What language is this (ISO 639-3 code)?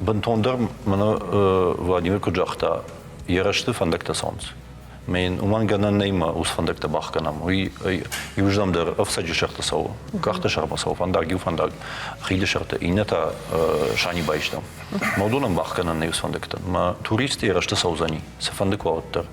oss